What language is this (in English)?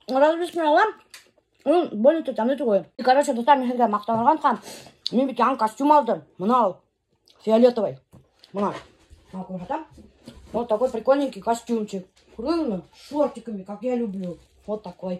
Bashkir